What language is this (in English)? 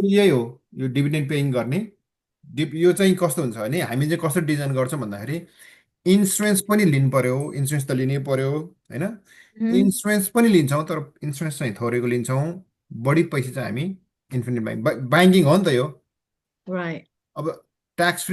Nepali